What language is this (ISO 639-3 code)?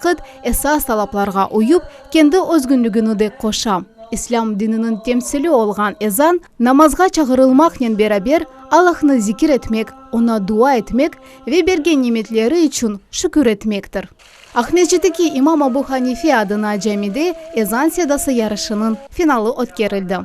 crh